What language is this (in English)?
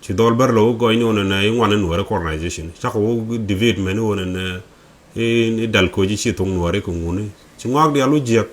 Nuer